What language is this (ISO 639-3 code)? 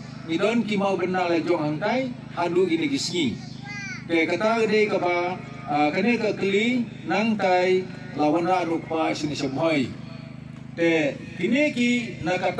kha